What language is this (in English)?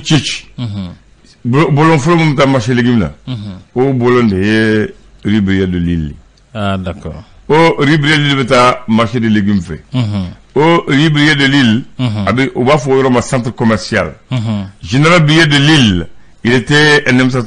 Bambara